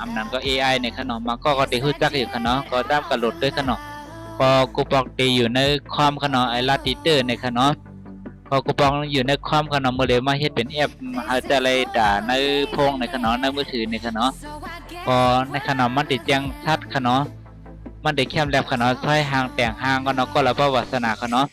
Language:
Shan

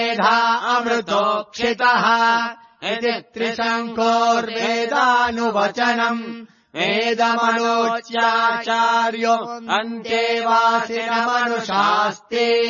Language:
Sanskrit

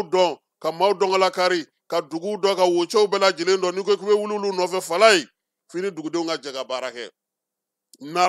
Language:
Bambara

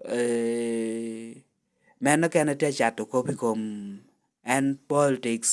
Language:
Lango (Uganda)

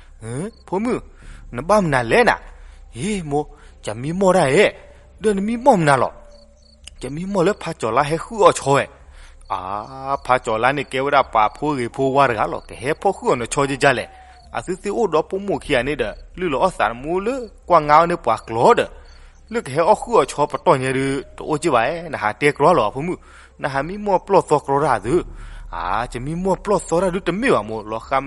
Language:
S'gaw Karen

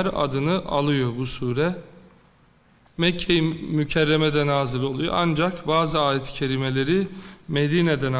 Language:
Turkish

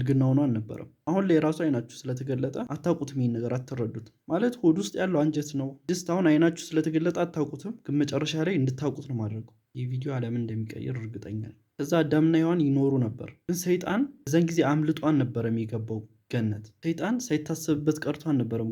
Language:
Amharic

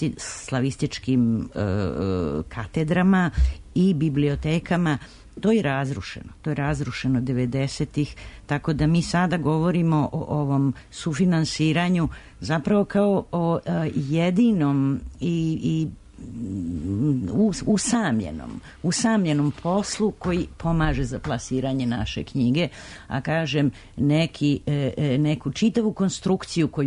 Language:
Serbian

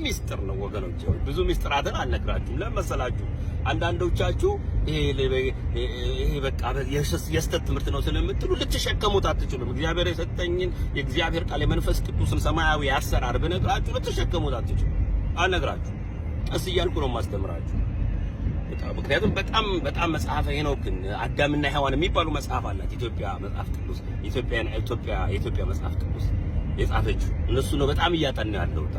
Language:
Amharic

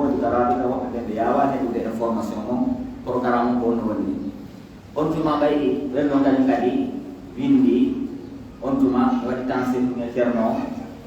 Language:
Pular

